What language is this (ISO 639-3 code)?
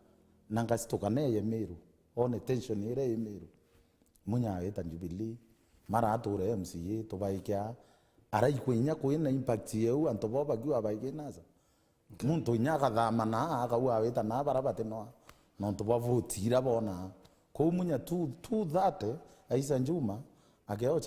mer